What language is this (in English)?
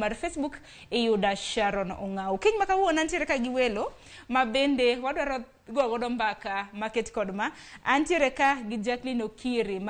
Luo (Kenya and Tanzania)